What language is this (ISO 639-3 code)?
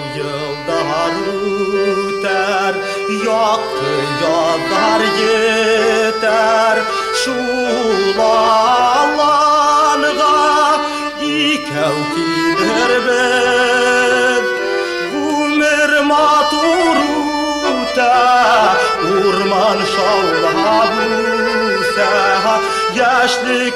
bak